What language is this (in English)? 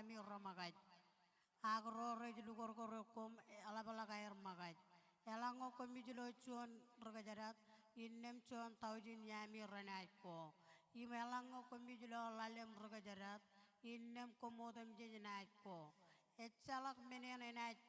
Marshallese